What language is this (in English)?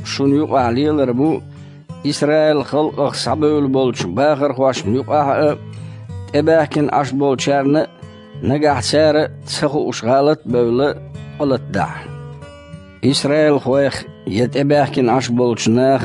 Chechen